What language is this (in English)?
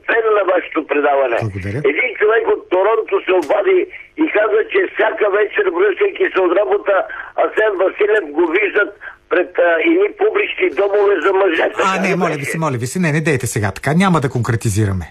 Bulgarian